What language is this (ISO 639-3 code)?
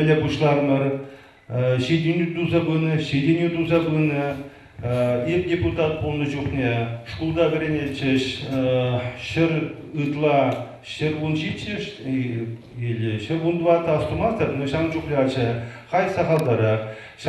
chv